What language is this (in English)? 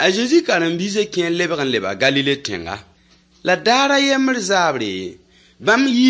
Mossi